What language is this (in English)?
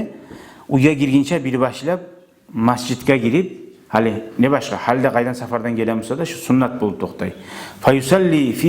Kumyk